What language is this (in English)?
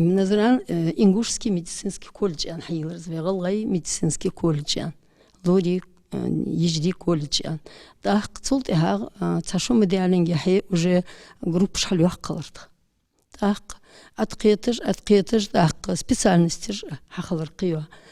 Ingush